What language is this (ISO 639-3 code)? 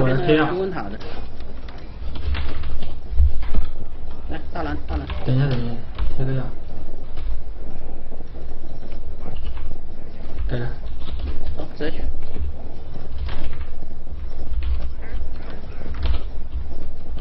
zho